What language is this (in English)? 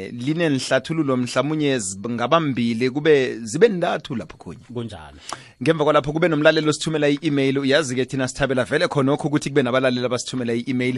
South Ndebele